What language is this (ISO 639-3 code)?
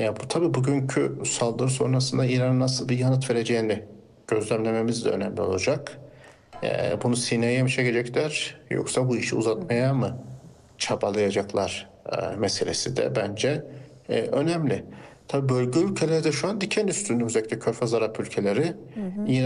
tur